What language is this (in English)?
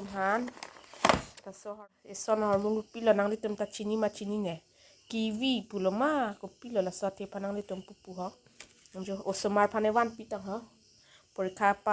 Karbi